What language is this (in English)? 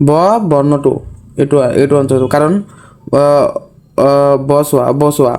Assamese